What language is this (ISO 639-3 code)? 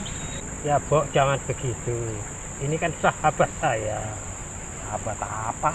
bew